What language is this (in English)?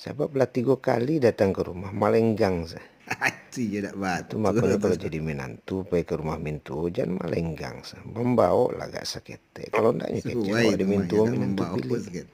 Minangkabau